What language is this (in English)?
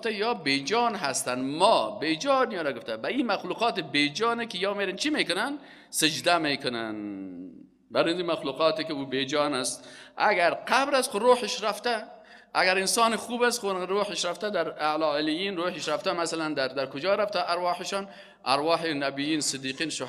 Persian